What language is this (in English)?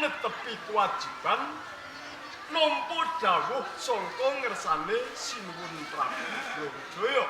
Javanese